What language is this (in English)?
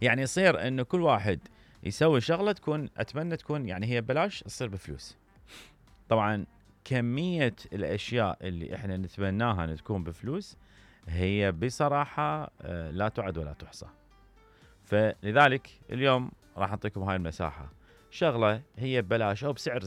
Mesopotamian Arabic